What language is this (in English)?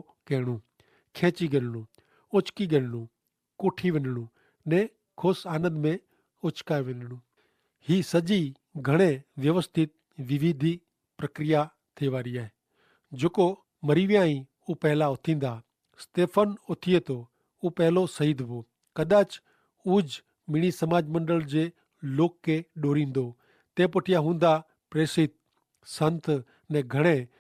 Kachhi